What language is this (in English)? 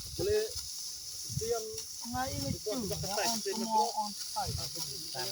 Northeastern Thai